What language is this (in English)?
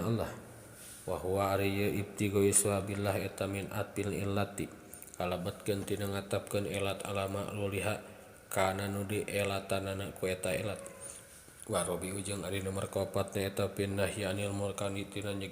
Sundanese